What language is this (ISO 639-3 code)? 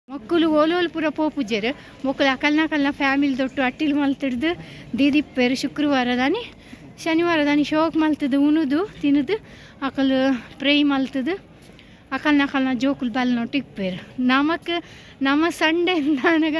tcy